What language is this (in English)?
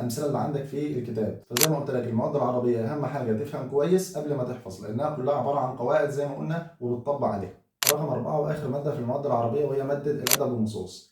Egyptian Arabic